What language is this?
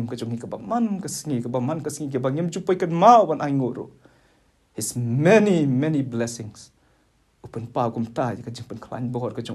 Khasi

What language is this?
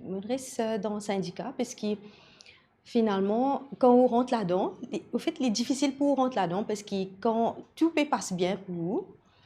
Morisyen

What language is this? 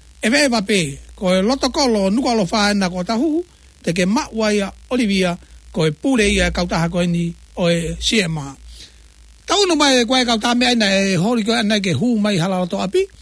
Tongan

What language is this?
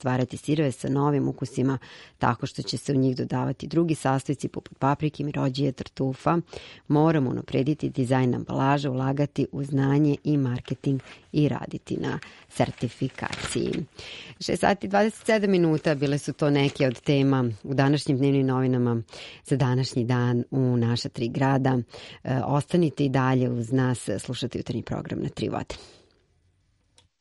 Serbian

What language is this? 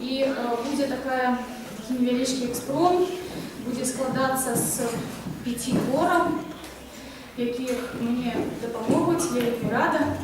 Belarusian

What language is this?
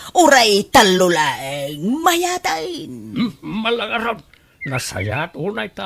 Iloko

